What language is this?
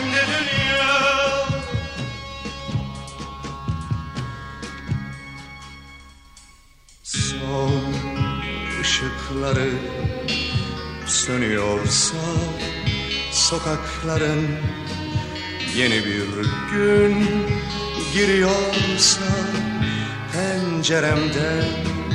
Turkish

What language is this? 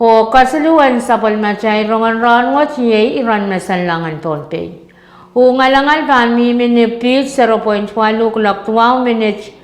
Pohnpeian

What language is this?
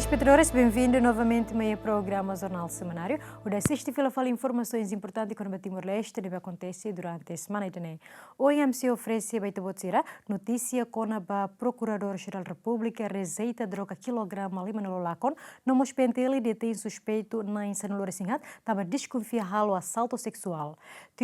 Tetum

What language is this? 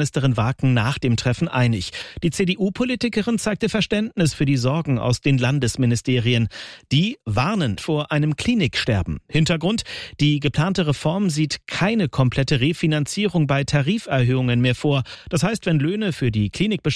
German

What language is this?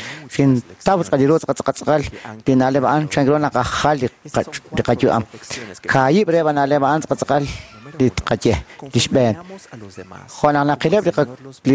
Kekchí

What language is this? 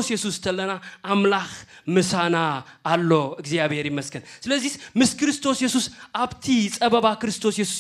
Tigrinya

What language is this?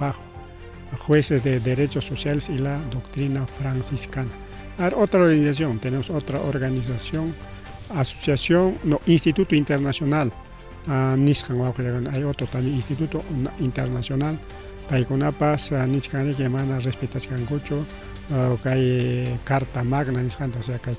Ayacucho Quechua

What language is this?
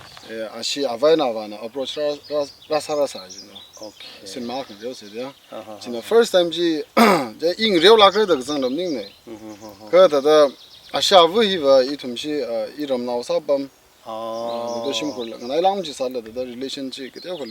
Tangkhul Naga (India)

